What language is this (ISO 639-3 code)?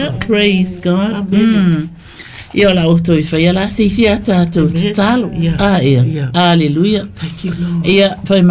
smo